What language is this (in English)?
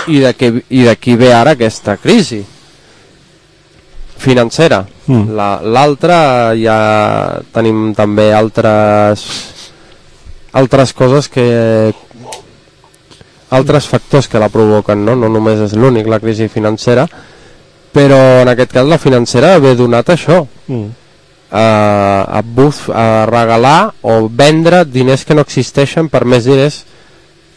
Catalan